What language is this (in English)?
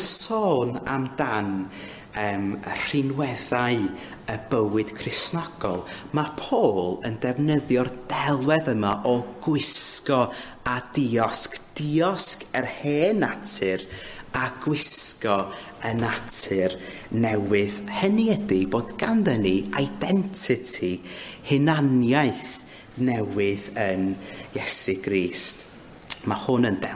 Welsh